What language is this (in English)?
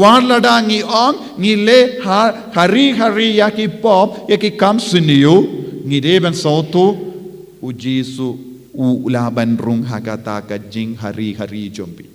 Khasi